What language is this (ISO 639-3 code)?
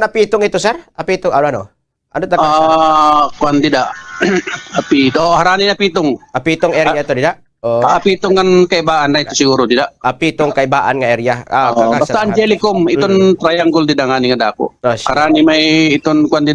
war